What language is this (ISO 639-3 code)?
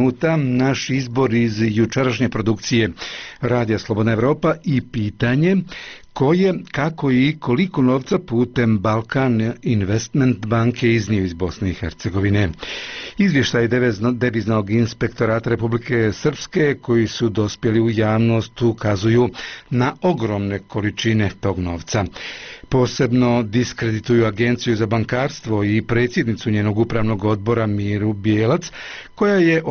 bos